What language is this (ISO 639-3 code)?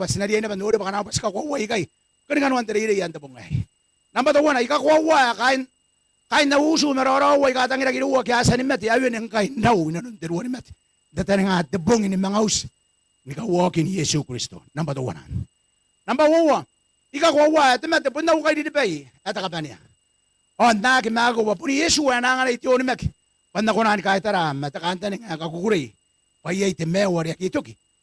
gil